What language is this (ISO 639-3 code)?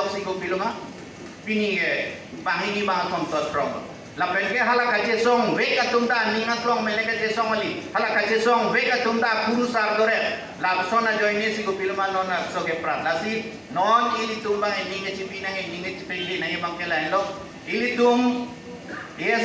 mjw